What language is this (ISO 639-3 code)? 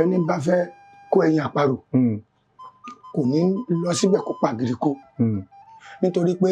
yor